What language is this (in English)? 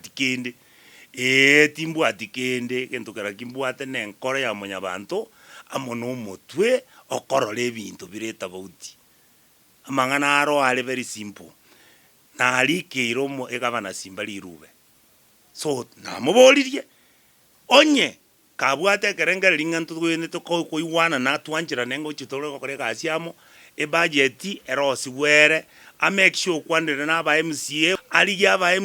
Gusii